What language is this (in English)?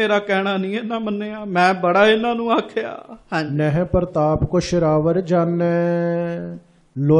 Punjabi